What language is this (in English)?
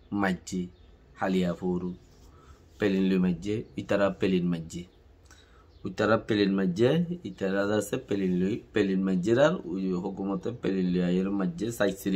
Rohingya